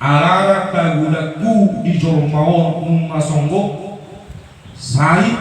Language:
Batak Toba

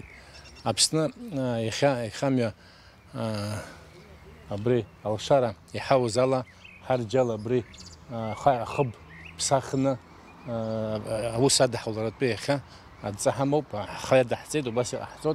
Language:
Abkhazian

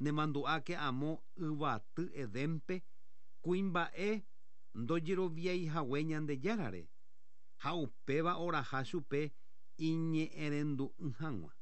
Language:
Guarani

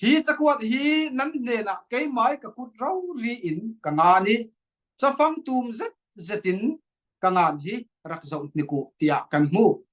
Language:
Falam Chin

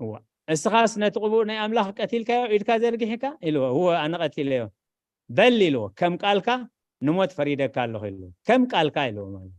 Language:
Tigrinya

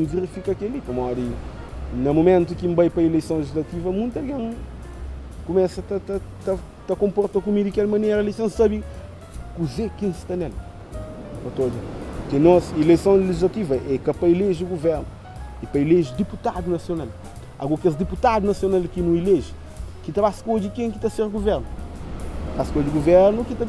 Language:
Kabuverdianu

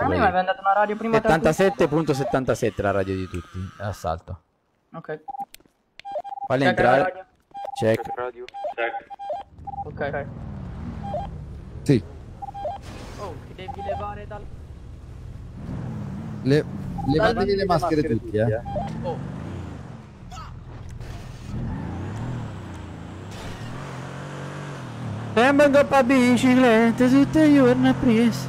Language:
Italian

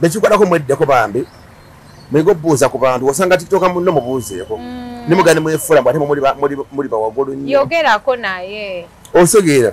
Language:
Ganda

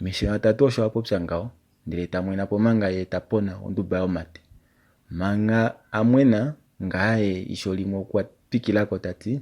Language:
Kuanyama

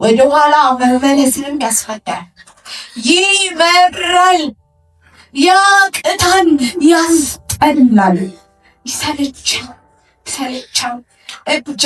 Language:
Amharic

